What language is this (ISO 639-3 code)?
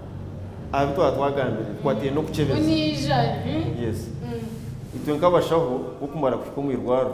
nyn